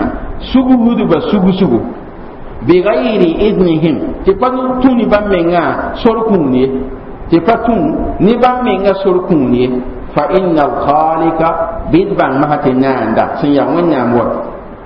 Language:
Mossi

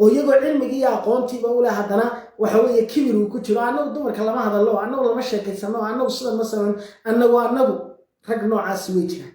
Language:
Somali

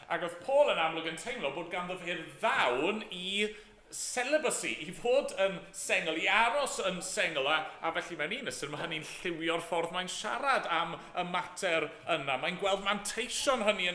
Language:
Welsh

